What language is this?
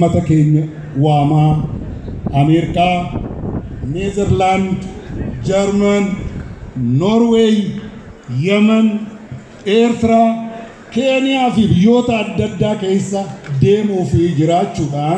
Oromo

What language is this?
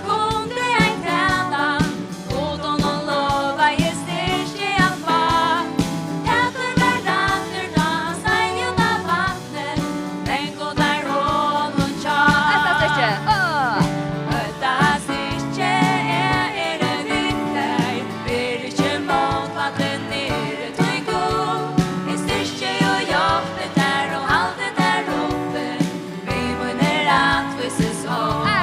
Faroese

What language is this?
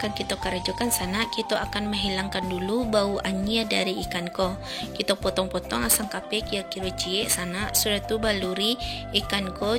Minangkabau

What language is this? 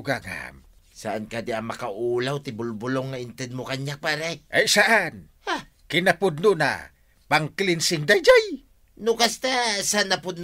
Iloko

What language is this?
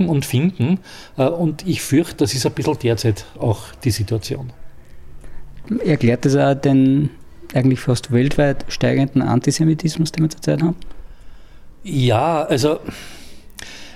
German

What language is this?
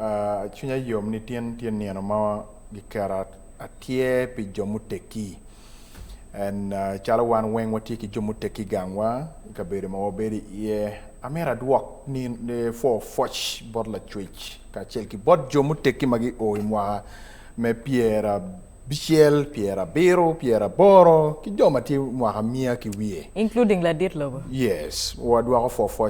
Acoli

